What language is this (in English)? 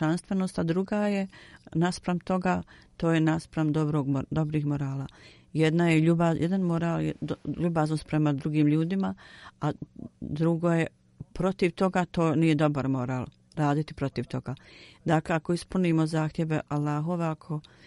Bosnian